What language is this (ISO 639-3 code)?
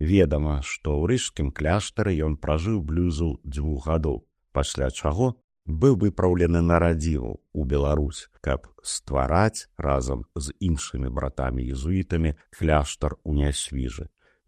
bel